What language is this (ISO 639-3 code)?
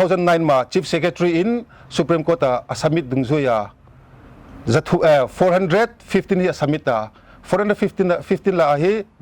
pck